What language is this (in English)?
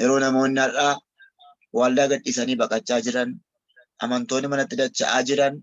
Oromo